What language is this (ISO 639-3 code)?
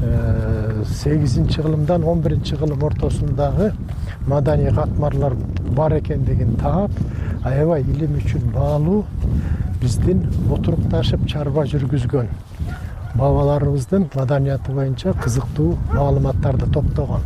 kir